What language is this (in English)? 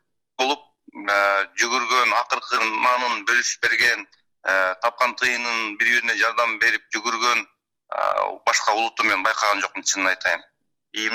Kyrgyz